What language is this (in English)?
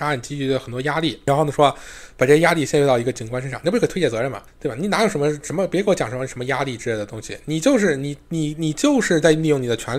Chinese